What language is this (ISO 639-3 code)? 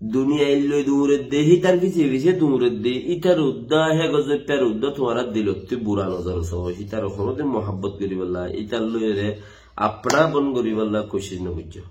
rhg